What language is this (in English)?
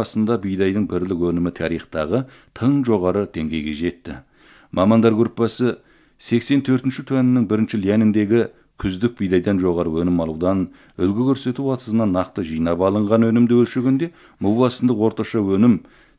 Kazakh